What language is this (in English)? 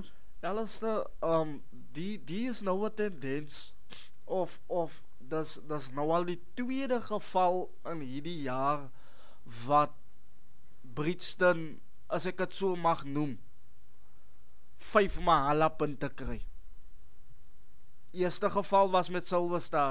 Afrikaans